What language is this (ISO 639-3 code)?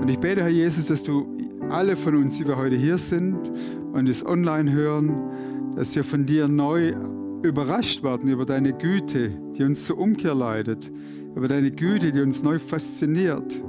gsw